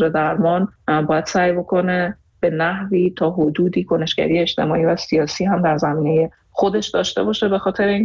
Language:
Persian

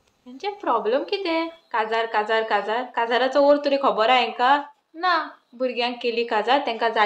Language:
Konkani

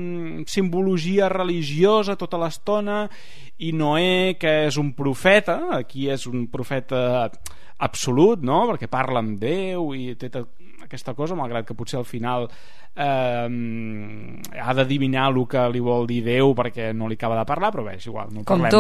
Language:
Catalan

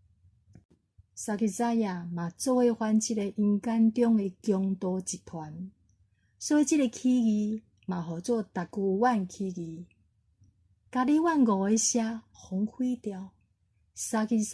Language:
Min Nan Chinese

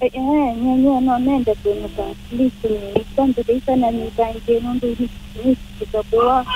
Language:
Kamba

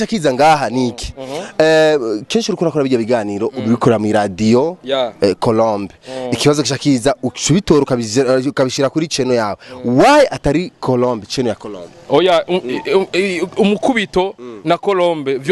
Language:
Rundi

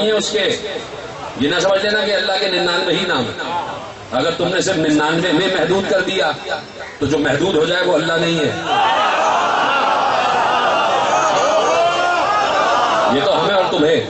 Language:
Urdu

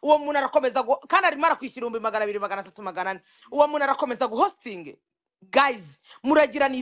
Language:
Kinyarwanda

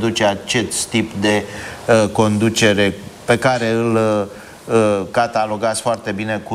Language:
Romanian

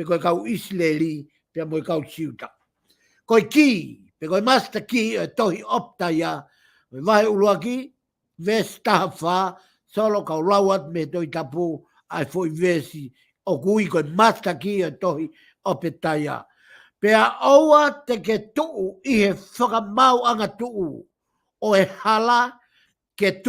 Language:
Tongan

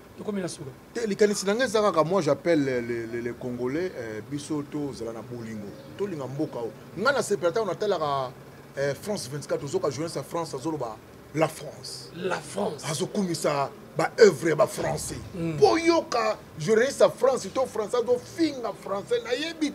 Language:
Lingala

